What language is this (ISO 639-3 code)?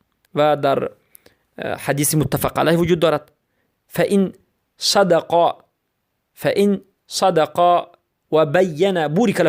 fas